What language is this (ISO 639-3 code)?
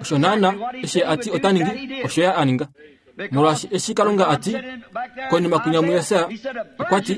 kua